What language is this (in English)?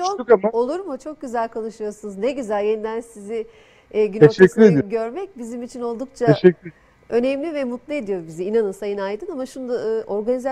Turkish